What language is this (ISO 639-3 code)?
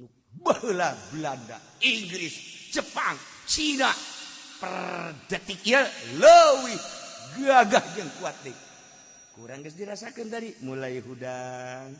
sun